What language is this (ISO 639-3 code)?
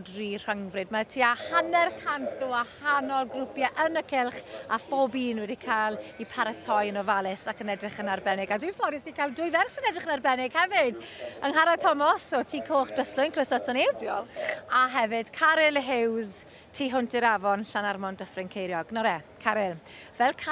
cym